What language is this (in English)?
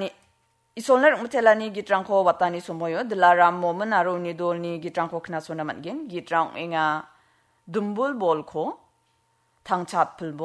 Garo